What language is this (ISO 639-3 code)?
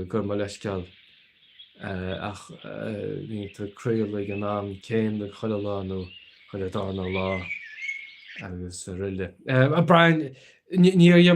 gle